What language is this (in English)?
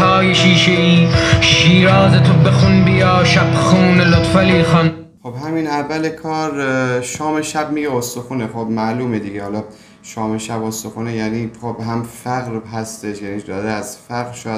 Persian